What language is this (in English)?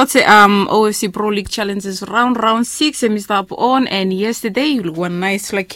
Bislama